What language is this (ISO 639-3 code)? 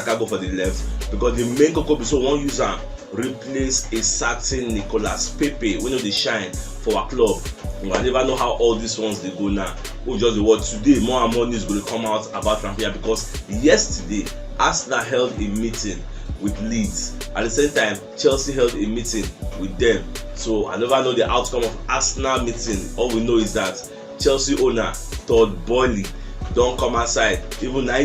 pcm